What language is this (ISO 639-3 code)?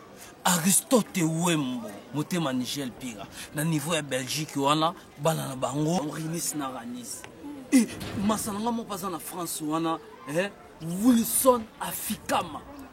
lin